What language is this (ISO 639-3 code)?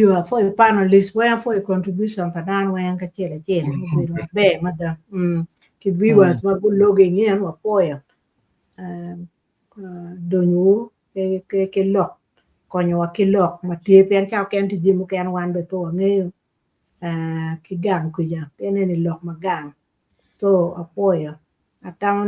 ach